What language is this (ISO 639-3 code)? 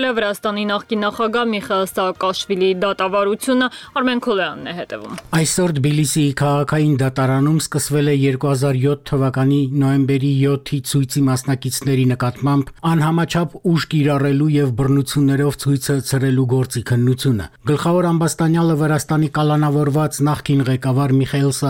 hye